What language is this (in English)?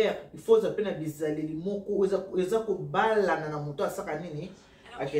Lingala